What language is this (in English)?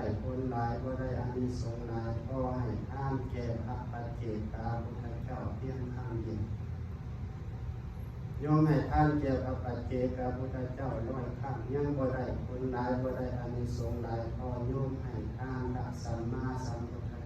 Lao